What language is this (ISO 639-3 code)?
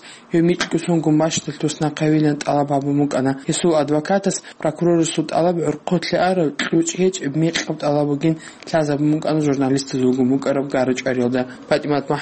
ava